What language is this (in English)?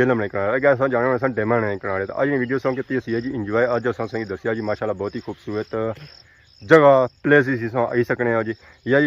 Pahari-Potwari